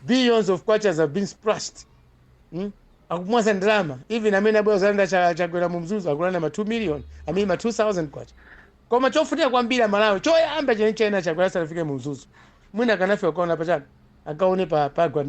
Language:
Nyanja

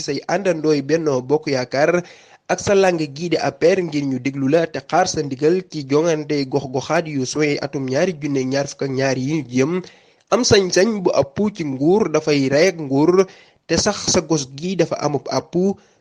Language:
Wolof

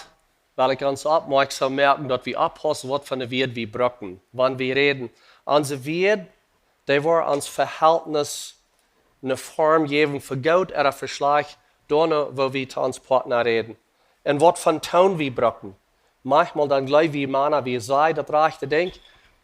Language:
Plautdietsch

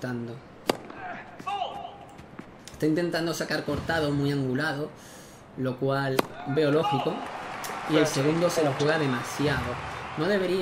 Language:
Spanish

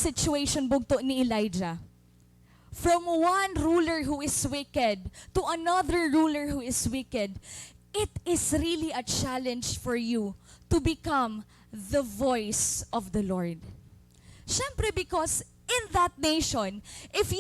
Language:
Waray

